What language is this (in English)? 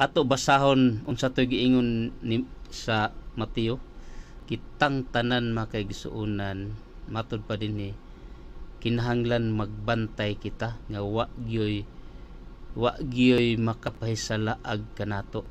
Cebuano